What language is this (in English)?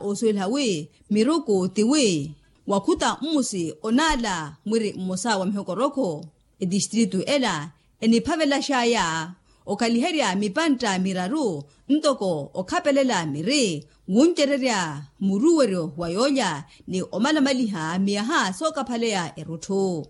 Makhuwa